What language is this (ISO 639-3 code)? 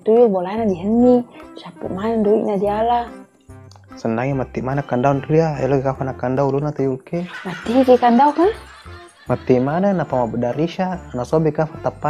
bug